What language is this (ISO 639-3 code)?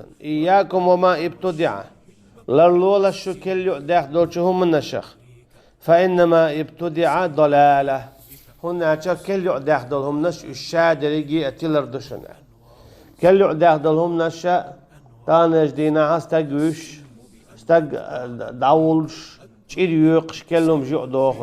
che